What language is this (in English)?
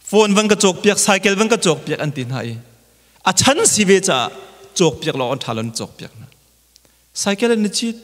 Hakha Chin